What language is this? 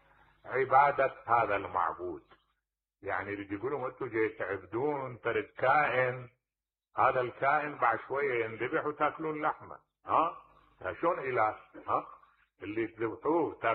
Mesopotamian Arabic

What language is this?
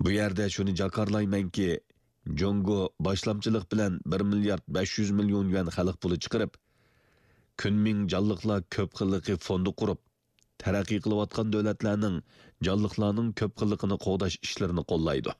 Uyghur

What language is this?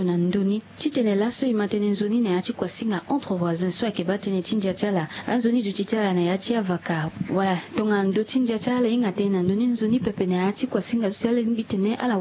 Sango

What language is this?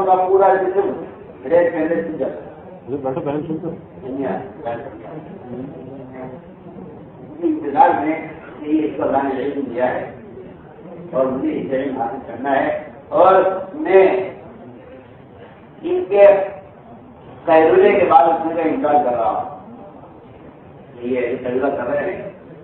Urdu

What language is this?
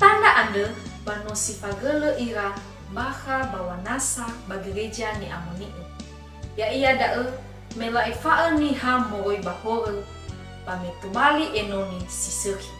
Nias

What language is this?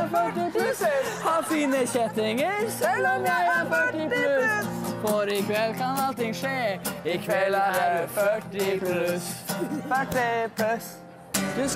Norwegian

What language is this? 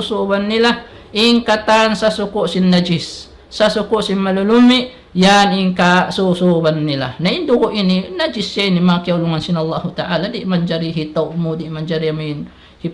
Tausug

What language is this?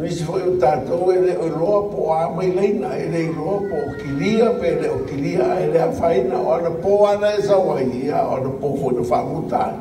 Samoan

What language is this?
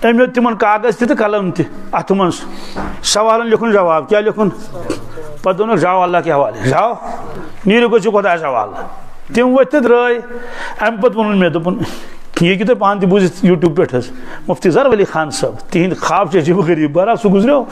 Kashmiri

